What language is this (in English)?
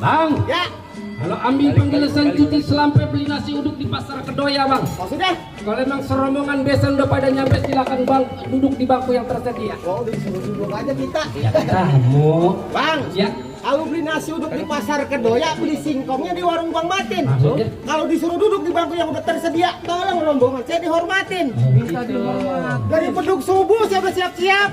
Betawi